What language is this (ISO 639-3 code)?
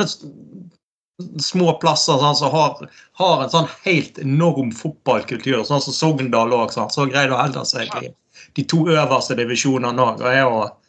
nor